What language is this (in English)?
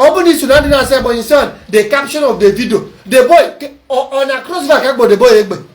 Igbo